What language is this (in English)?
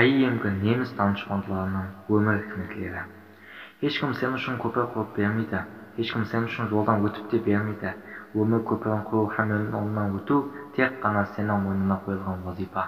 Kara-Kalpak